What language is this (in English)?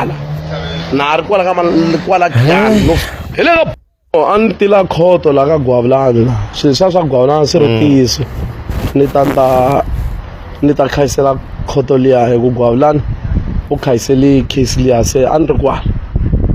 Tsonga